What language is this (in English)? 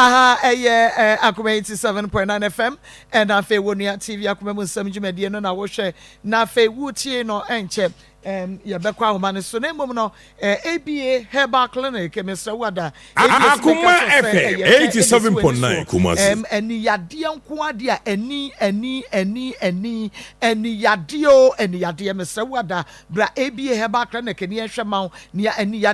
Akan